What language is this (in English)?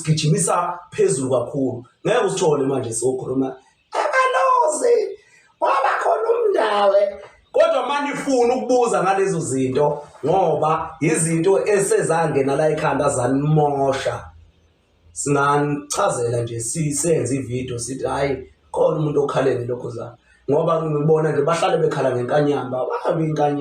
Zulu